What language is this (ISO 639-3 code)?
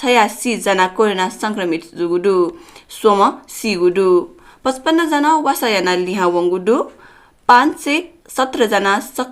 new